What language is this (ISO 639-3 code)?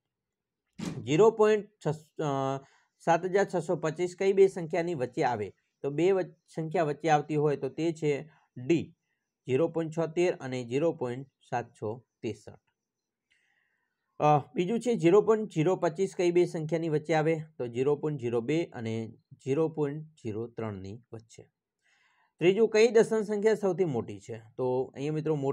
guj